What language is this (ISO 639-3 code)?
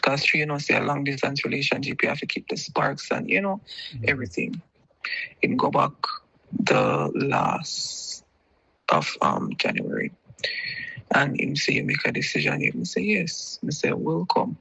jam